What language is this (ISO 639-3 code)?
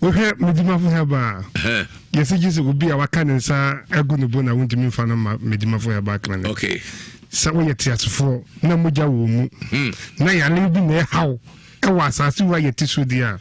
aka